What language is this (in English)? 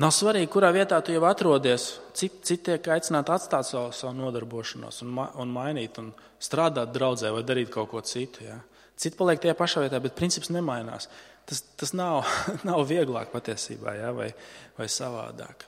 Latvian